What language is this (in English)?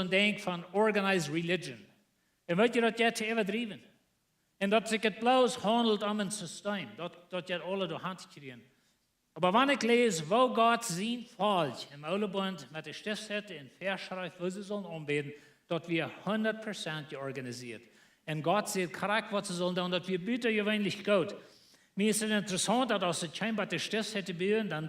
Plautdietsch